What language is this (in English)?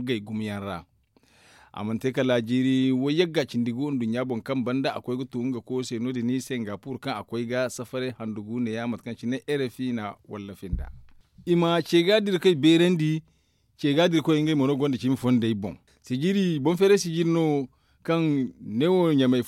Zarma